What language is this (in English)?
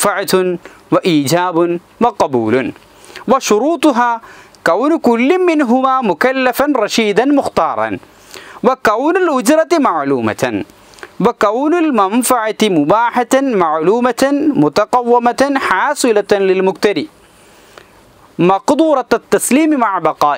Malayalam